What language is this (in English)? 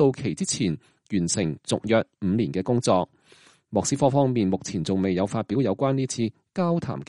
Cantonese